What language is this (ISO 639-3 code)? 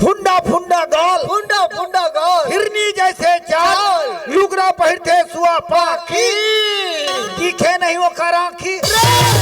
hne